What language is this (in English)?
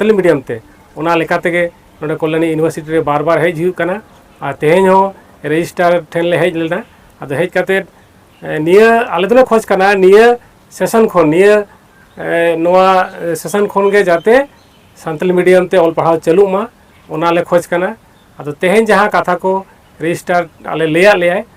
Santali